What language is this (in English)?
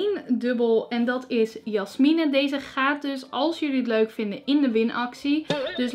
Dutch